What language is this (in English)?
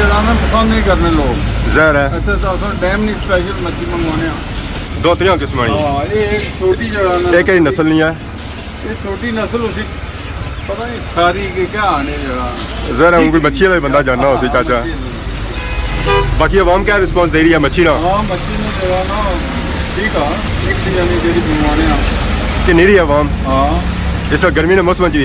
Pahari-Potwari